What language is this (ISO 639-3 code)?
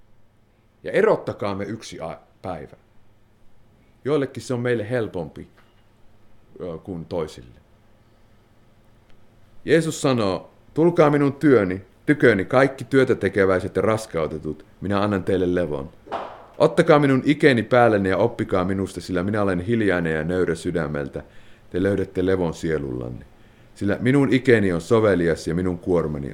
fin